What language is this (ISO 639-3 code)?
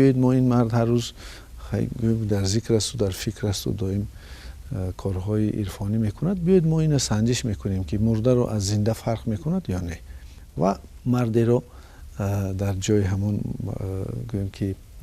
tgk